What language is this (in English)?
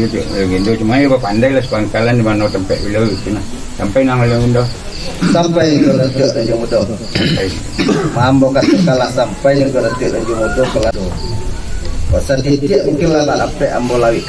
Minangkabau